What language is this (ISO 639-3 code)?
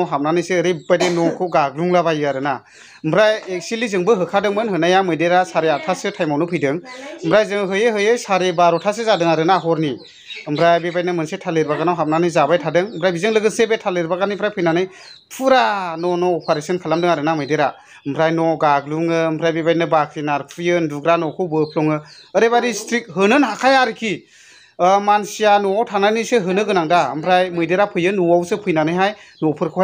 brx